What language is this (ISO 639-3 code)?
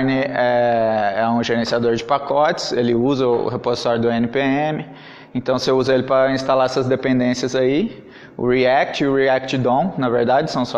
por